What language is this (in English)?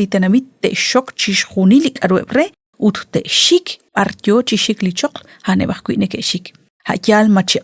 Kekchí